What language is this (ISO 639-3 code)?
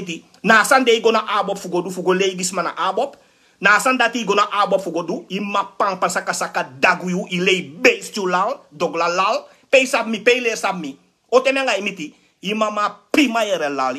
srn